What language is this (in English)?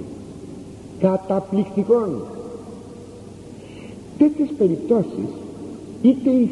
Greek